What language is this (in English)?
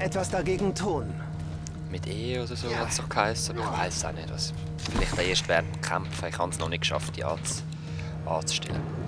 Swiss German